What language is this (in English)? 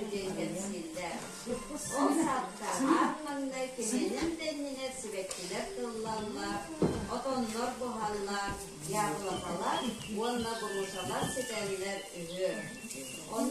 Yakut